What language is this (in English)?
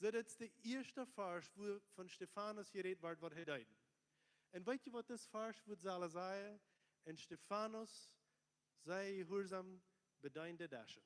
Plautdietsch